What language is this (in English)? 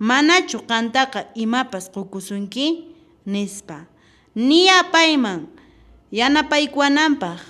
Quechua